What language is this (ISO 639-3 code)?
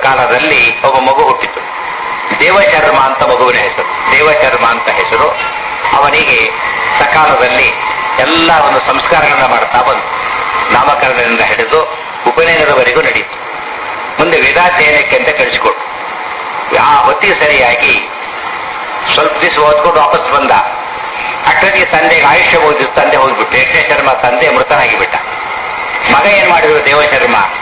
kan